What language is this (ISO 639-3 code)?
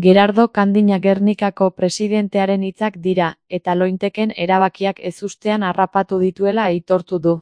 eus